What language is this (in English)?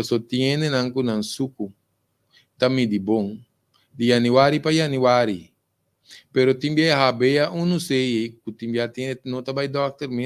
Papiamento